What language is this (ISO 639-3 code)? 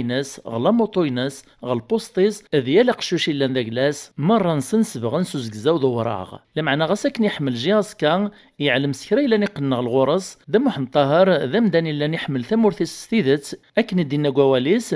kab